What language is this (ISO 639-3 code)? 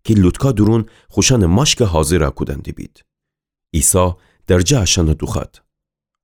glk